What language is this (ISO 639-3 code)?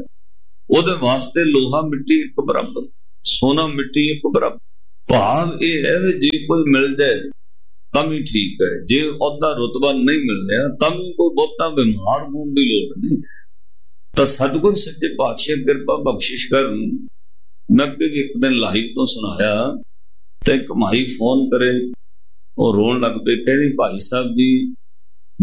pan